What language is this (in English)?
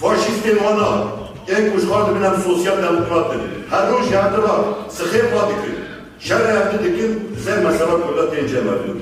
Kurdish